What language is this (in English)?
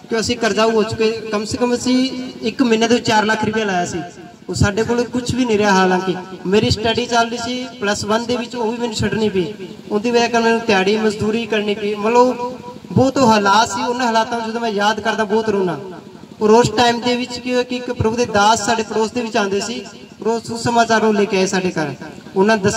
Punjabi